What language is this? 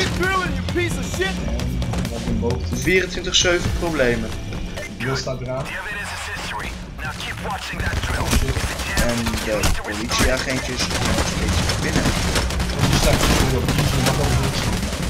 Dutch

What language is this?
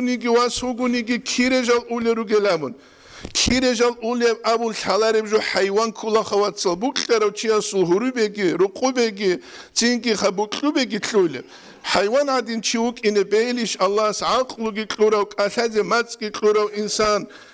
Avaric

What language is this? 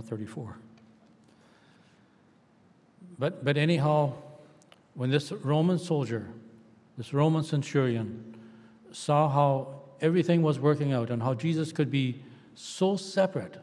English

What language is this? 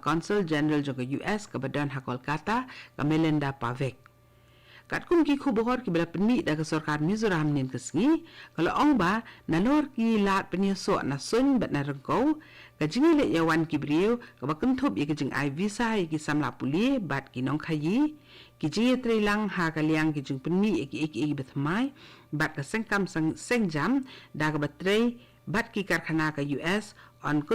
Khasi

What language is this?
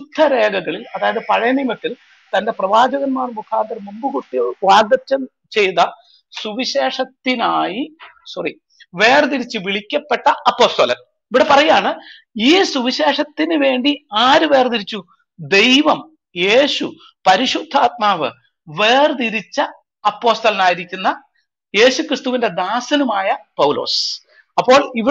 Malayalam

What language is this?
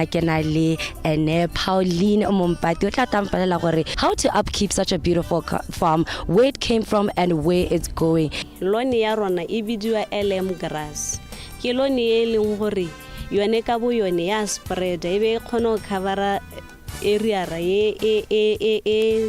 Tswana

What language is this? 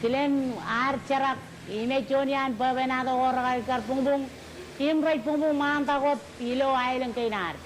Marshallese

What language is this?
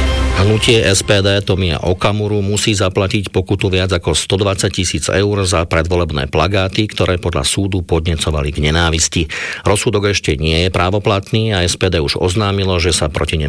Slovak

